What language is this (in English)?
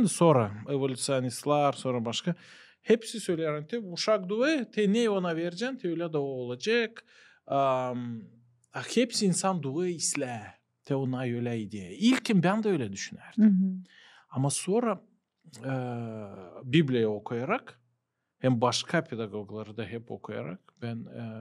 Gagauz